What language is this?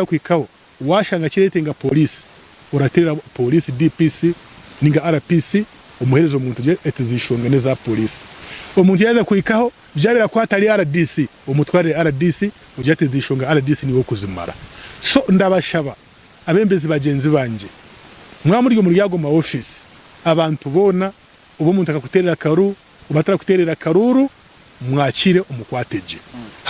Nyankole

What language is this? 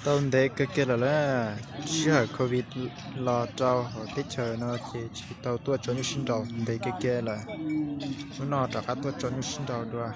Hmong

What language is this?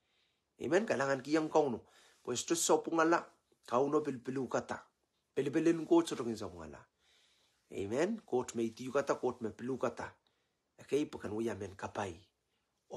Pohnpeian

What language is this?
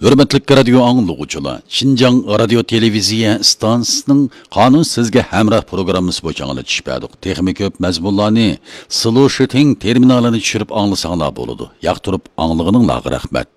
Uyghur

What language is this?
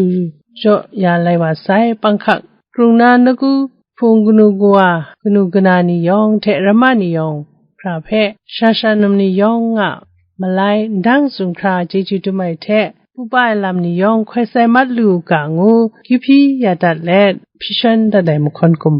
Kachin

